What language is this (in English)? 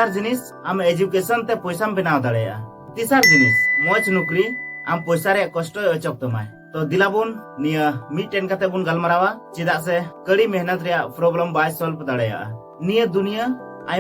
Santali